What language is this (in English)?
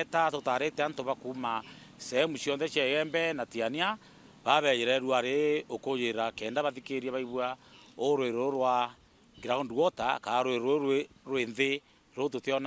Meru